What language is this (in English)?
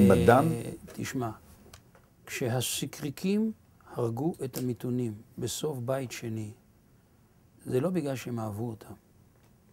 Hebrew